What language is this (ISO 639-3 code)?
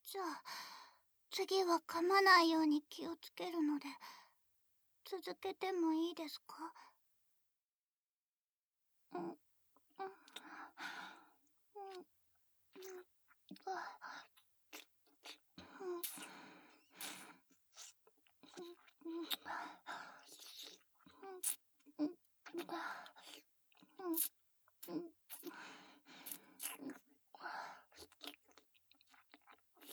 jpn